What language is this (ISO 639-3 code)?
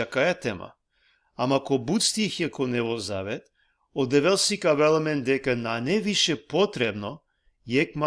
rmn